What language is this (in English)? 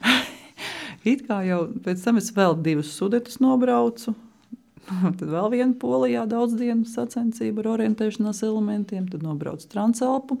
Latvian